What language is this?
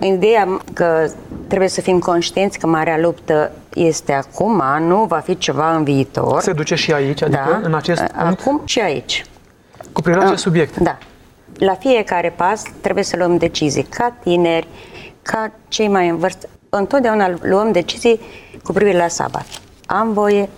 Romanian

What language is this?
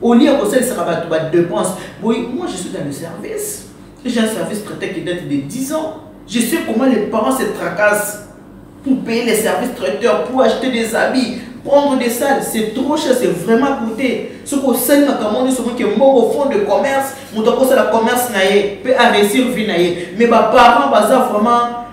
Lingala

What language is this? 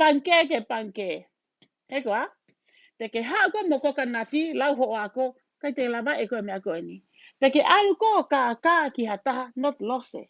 Tongan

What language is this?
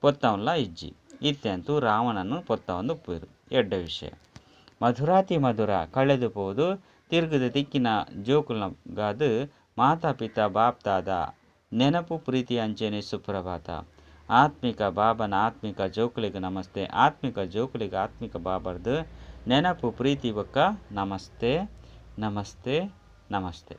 Tulu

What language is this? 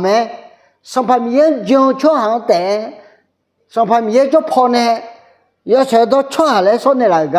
Akha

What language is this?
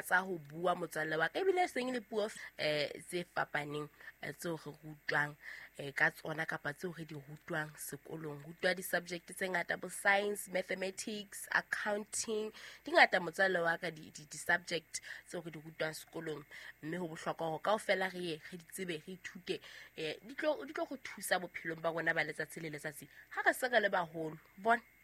Southern Sotho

